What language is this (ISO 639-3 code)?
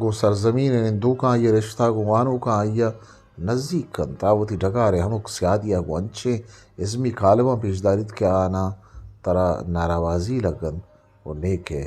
bgp